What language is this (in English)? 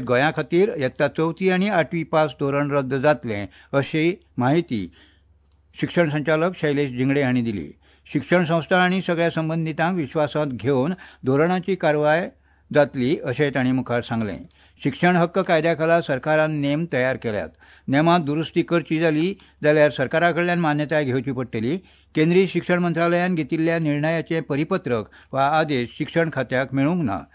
Konkani